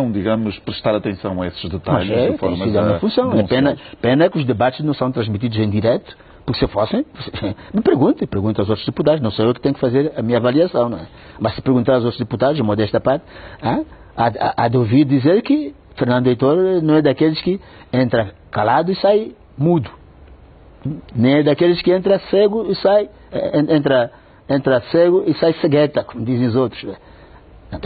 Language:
Portuguese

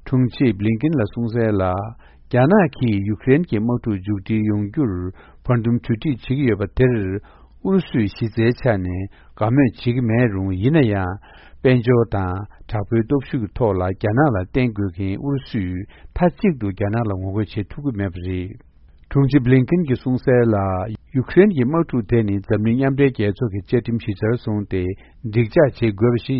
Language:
Tibetan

